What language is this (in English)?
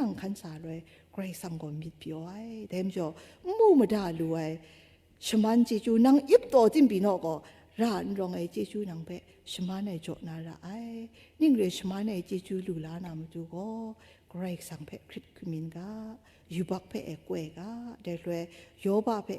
Kachin